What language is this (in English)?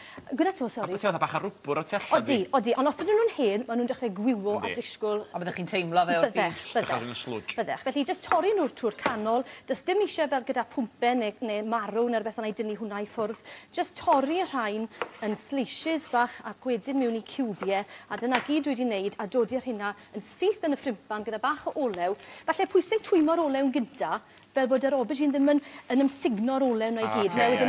Welsh